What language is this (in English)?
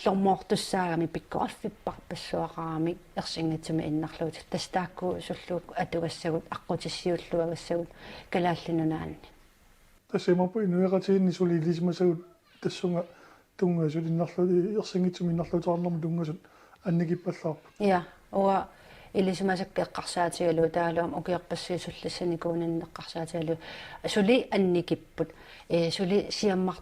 Kalaallisut